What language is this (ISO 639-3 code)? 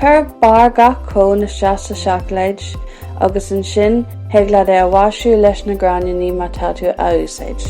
gle